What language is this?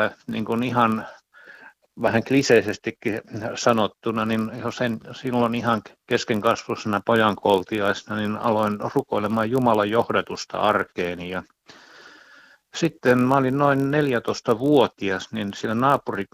Finnish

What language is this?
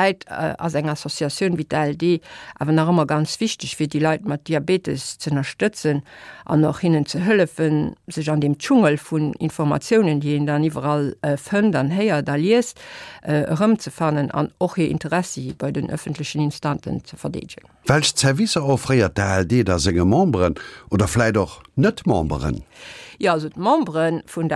Luxembourgish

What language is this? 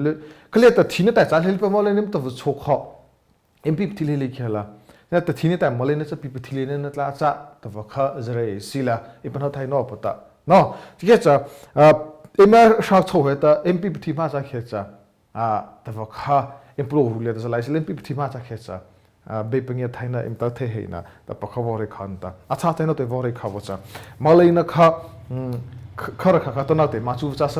Mara Chin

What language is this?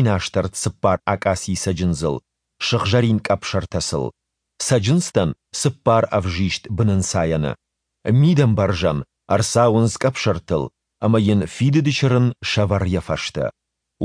Ossetic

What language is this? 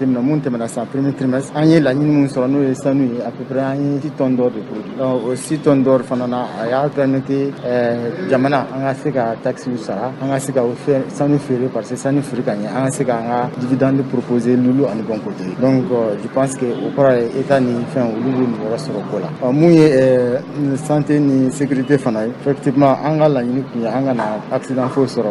Bambara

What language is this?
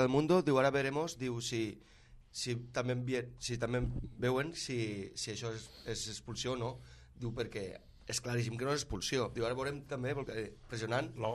Catalan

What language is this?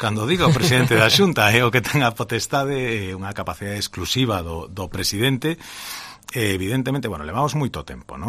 Galician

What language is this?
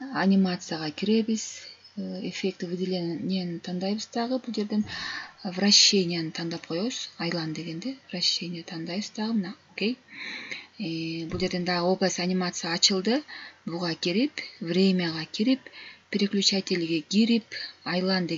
Kyrgyz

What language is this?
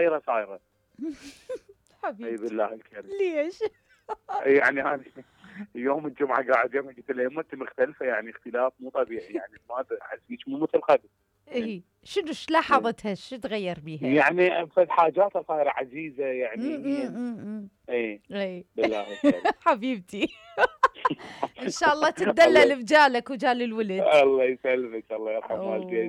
Mesopotamian Arabic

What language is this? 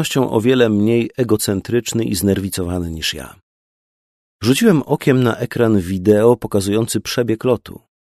Polish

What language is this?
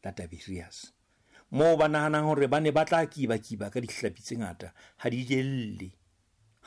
Southern Sotho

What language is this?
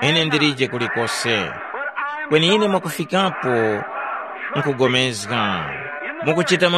Tumbuka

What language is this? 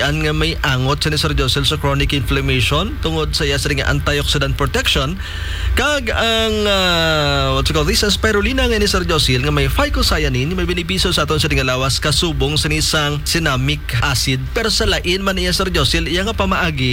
Hiligaynon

